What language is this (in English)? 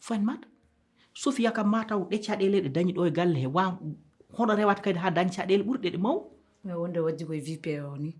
Fula